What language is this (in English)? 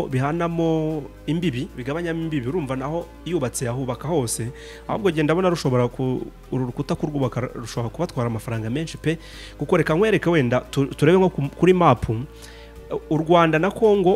Kinyarwanda